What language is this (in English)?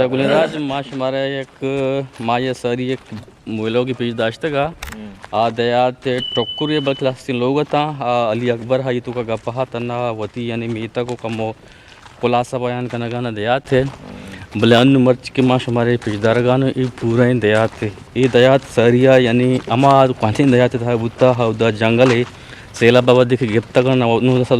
Eastern Balochi